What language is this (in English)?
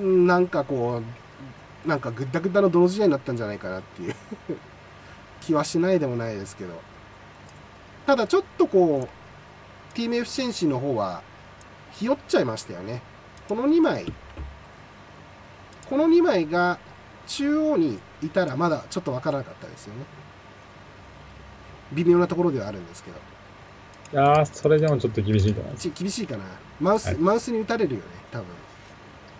Japanese